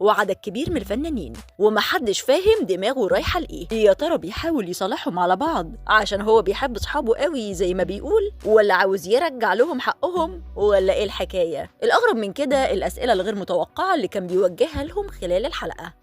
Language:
Egyptian Arabic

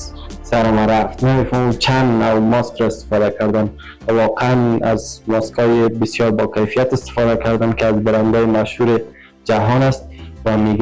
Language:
Persian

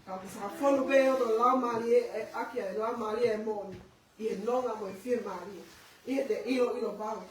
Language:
Tongan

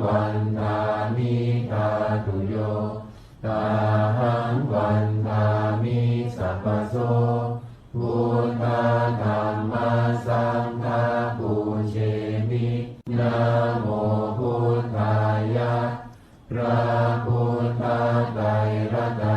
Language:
Pali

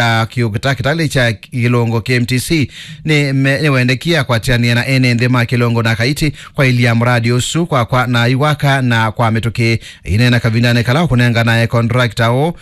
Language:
Kamba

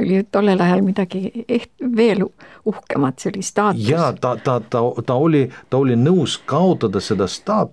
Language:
Estonian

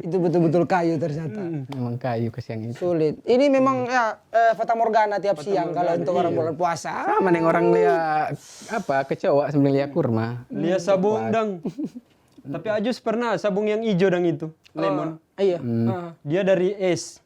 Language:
Manado Malay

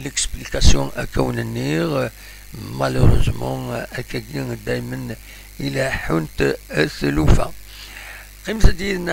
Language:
Kabyle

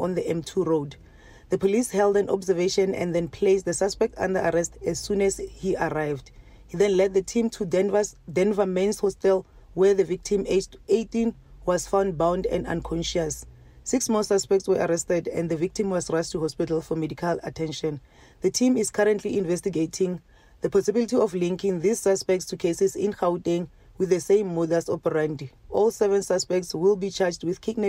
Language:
English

